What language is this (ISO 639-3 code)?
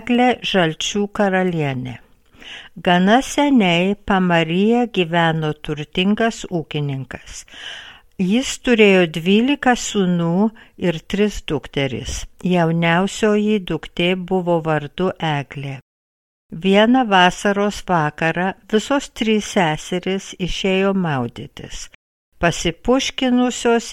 lit